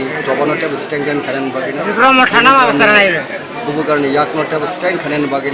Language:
Kok Borok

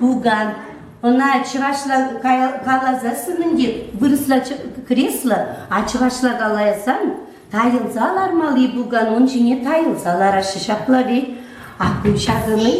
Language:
Chuvash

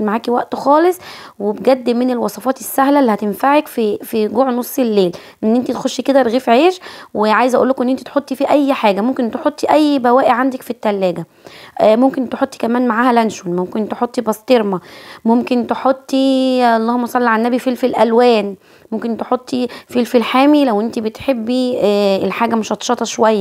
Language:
Egyptian Arabic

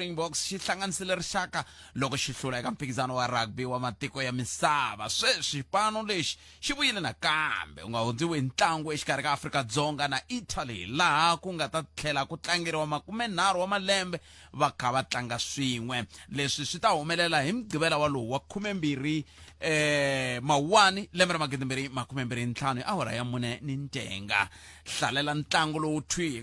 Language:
Tsonga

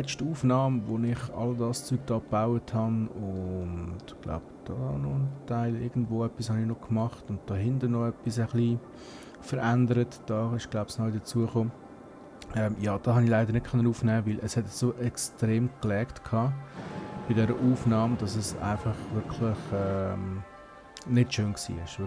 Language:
Swiss German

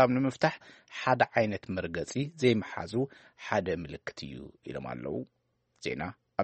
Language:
Tigrinya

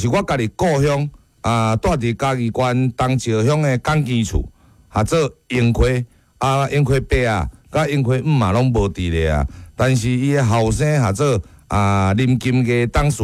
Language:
Min Nan Chinese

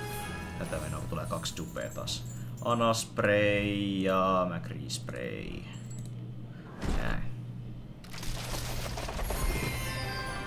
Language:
Finnish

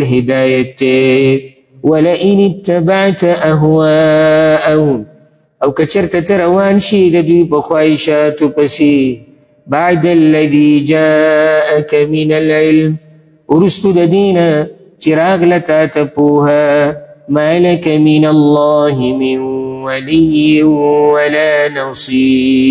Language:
Pashto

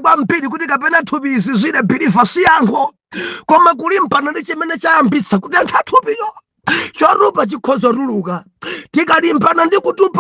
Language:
Nyanja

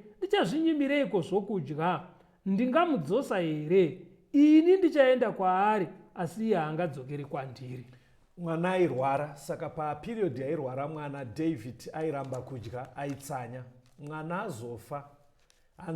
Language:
Shona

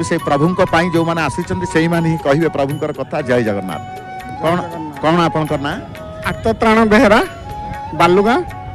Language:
Odia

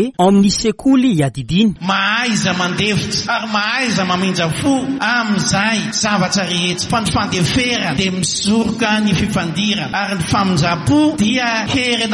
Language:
Malagasy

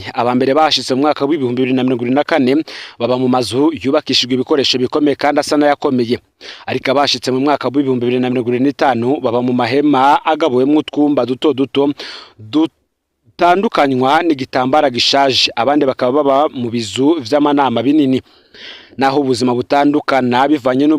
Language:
Rundi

